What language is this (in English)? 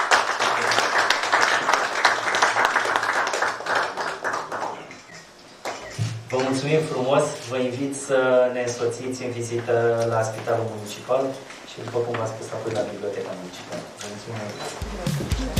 Romanian